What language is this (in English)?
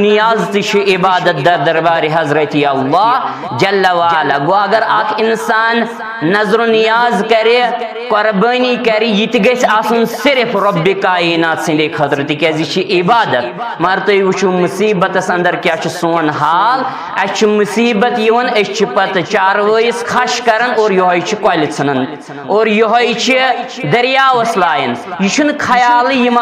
Kashmiri